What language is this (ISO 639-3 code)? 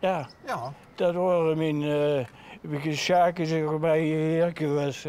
lim